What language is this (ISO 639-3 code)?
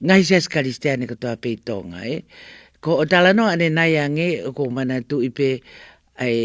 ton